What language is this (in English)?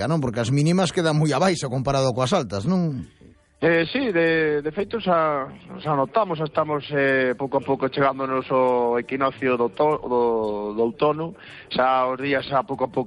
Galician